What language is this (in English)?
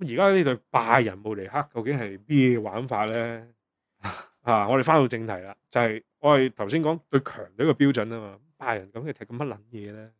Cantonese